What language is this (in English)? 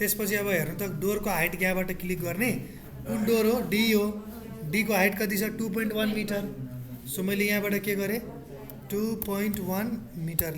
Nepali